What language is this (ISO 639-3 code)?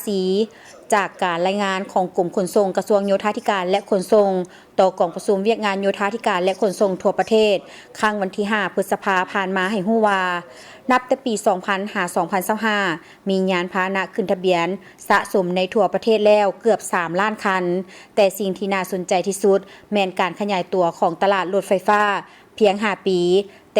lao